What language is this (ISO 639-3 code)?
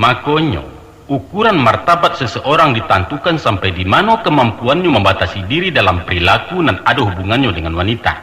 min